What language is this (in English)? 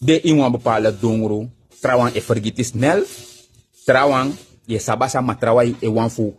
Sranan Tongo